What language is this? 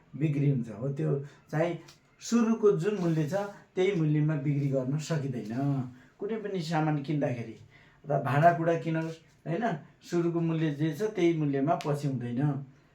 Nepali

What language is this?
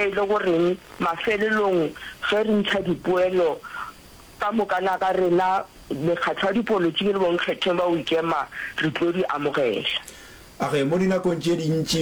Northern Sotho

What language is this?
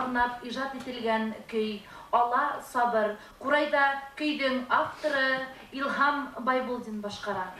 Bashkir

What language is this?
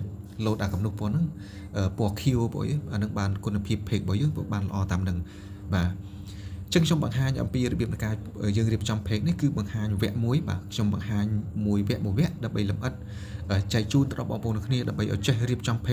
Khmer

